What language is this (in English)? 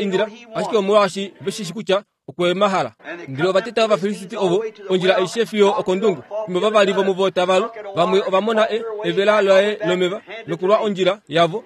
Kuanyama